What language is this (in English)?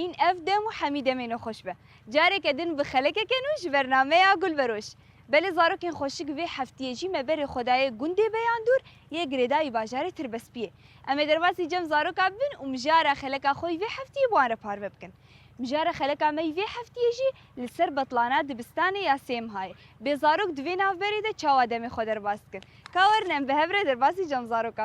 Kurdish